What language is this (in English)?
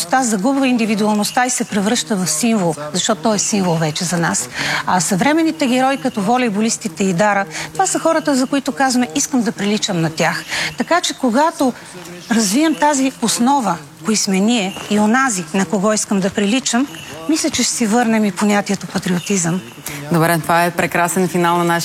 Bulgarian